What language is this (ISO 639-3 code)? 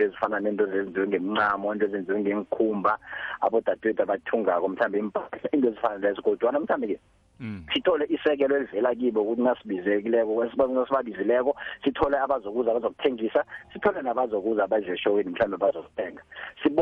nbl